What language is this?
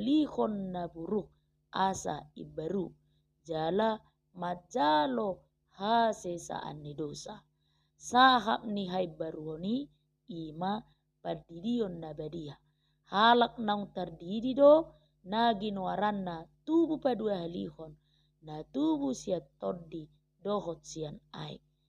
Batak Toba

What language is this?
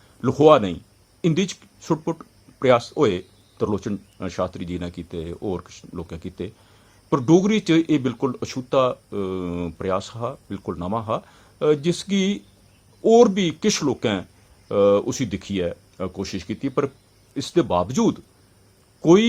Dogri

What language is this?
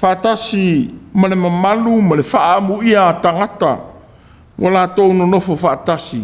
Samoan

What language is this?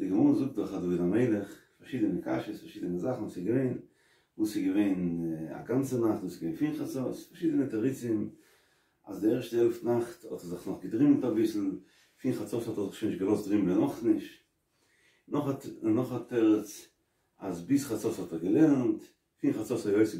Yiddish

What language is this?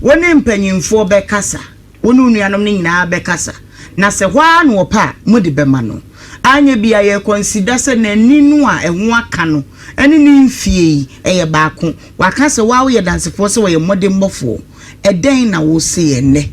Akan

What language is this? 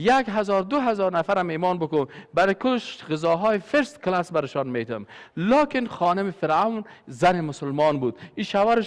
Persian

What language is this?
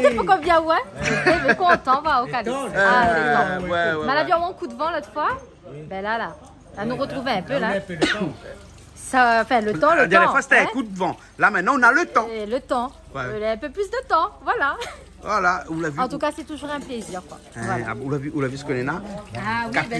Réunion Creole French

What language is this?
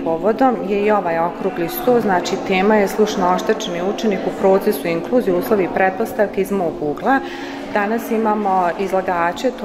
Bosnian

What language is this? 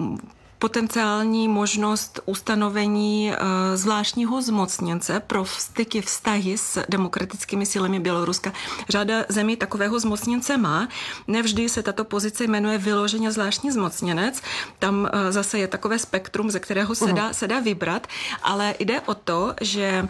Czech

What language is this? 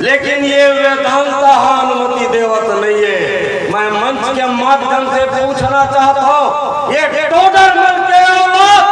Chhattisgarhi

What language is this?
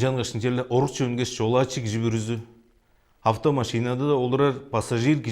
Tuvinian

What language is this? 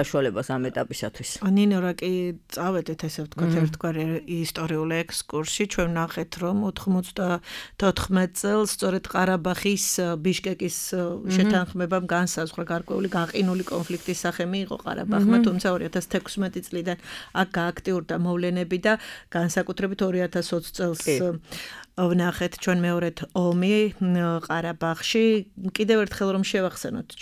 Georgian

